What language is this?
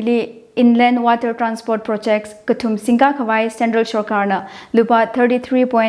Tangkhul Naga (India)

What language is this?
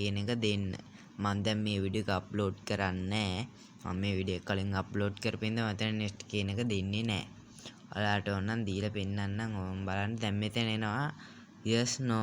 Sinhala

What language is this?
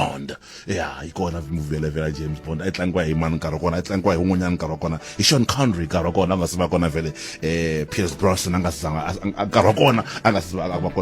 Tsonga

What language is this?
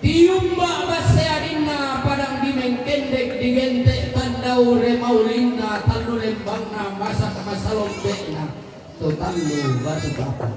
Toraja-Sa'dan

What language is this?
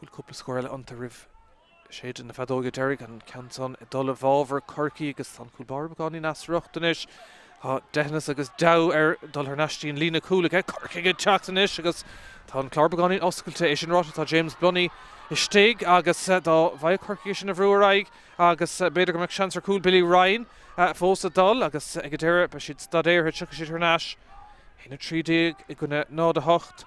Irish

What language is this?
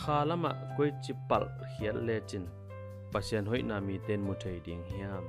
Tedim Chin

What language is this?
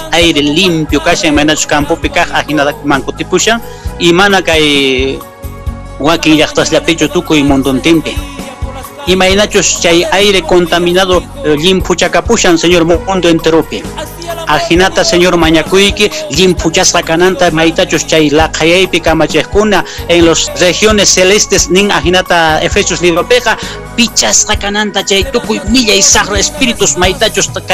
Quechua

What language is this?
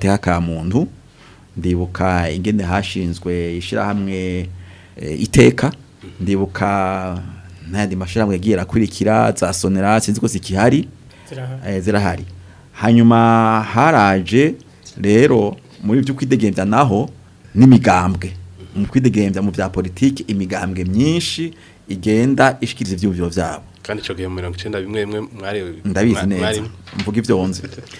Rundi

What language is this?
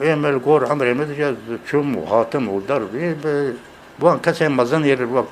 Kurdish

